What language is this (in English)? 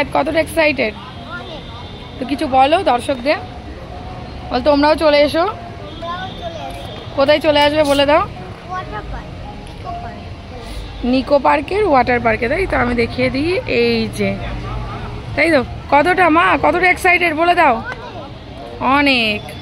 Bangla